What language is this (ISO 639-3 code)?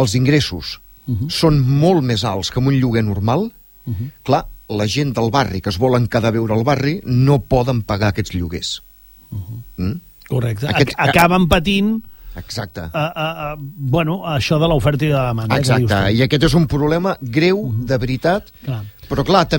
cat